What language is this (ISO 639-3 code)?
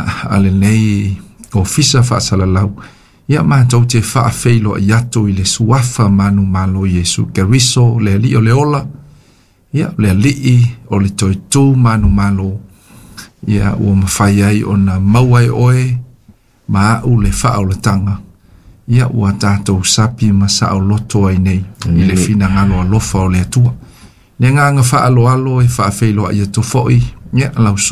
smo